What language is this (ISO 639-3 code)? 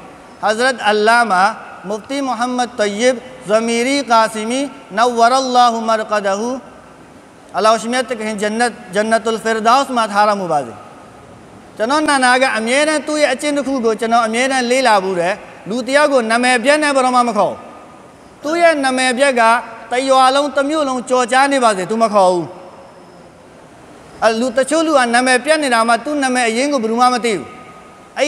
mya